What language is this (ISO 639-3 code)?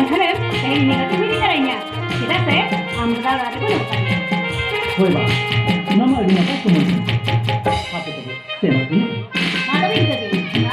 sat